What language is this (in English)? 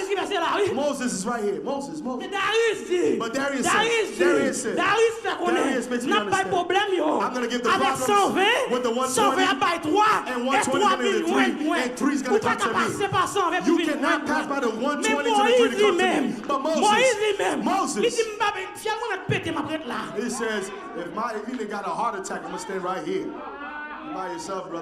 Haitian Creole